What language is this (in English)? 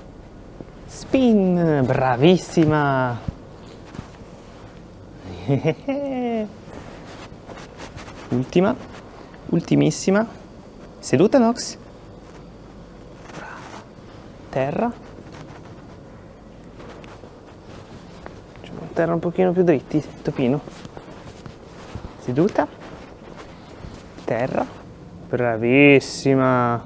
Italian